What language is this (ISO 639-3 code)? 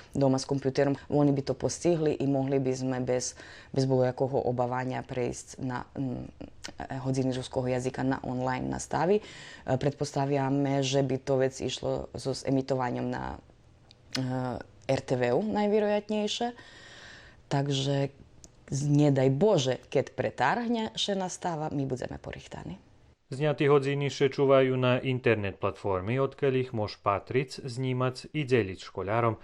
rue